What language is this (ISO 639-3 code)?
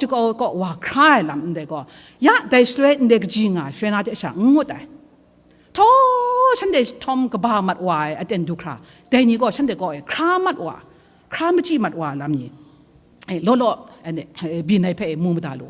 kac